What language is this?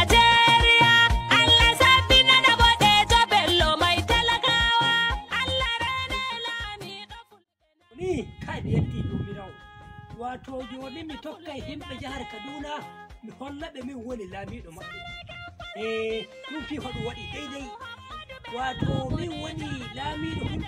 Nigerian Fulfulde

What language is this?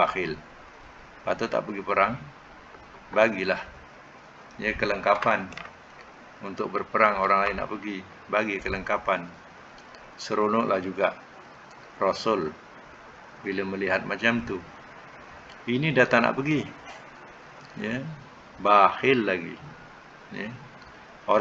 Malay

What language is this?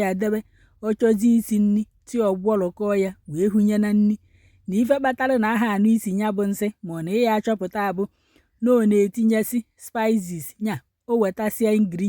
Igbo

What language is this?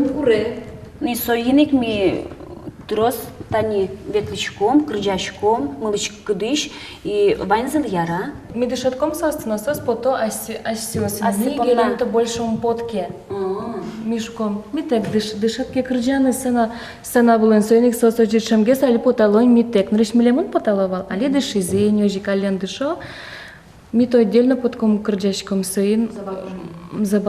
Udmurt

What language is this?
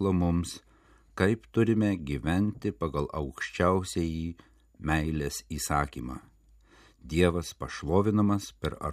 Lithuanian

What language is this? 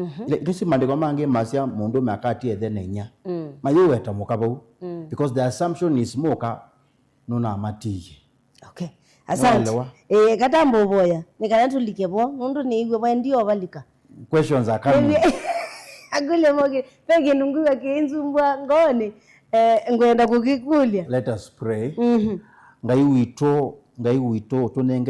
Kamba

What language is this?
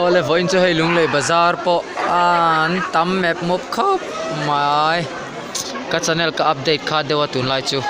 Mizo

